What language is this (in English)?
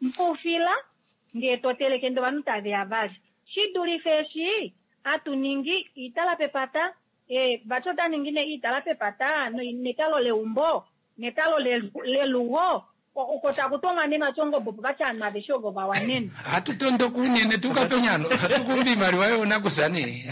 Kuanyama